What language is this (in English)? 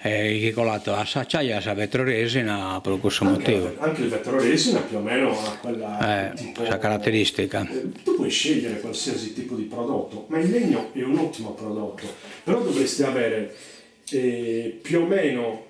Sardinian